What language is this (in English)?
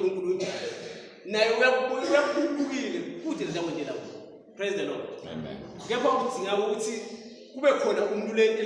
Swati